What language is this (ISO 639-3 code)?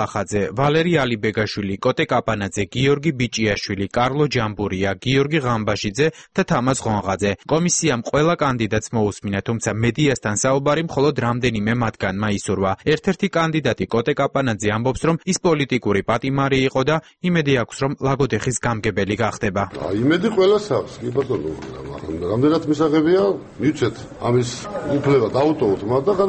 kat